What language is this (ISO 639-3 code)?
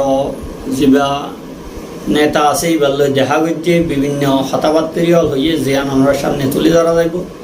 rhg